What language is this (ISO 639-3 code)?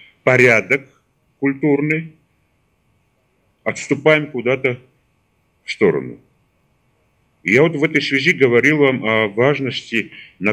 rus